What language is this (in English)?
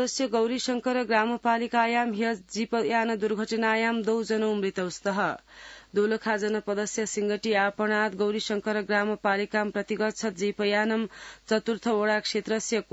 Sanskrit